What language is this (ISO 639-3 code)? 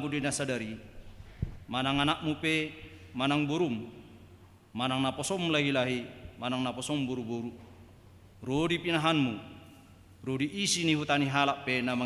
bbc